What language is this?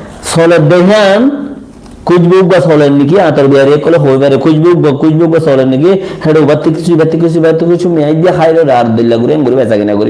Rohingya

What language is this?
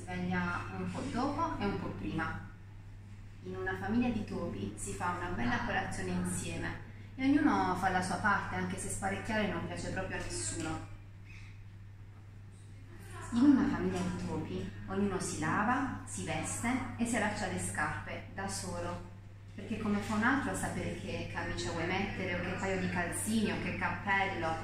Italian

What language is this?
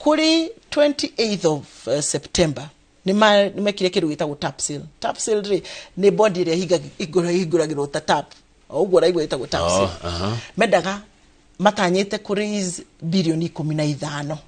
Kikuyu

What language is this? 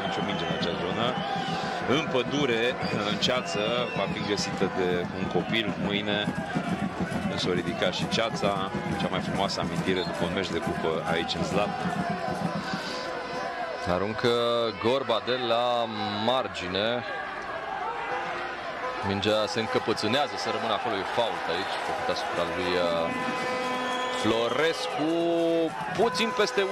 Romanian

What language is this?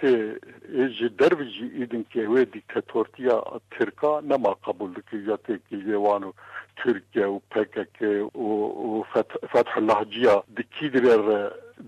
Kurdish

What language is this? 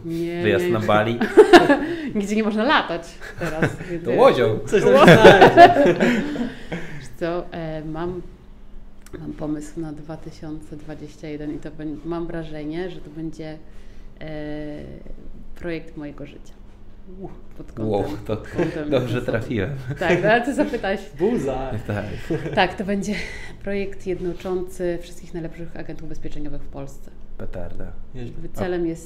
Polish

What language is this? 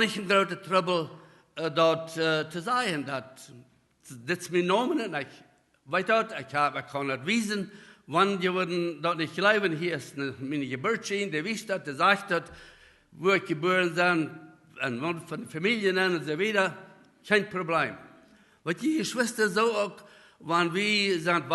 Plautdietsch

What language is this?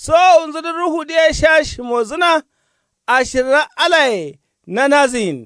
Kanuri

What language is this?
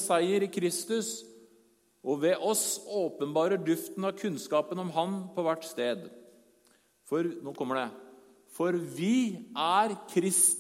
Norwegian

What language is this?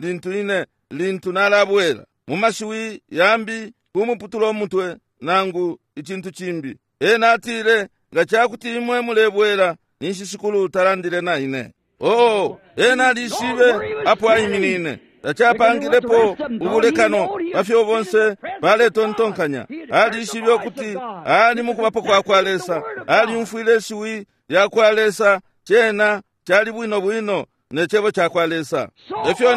Bemba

